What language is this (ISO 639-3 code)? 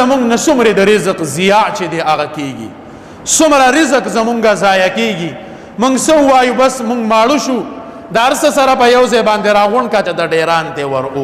pus